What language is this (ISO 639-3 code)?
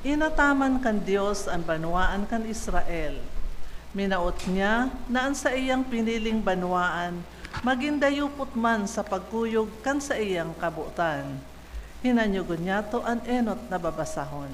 bik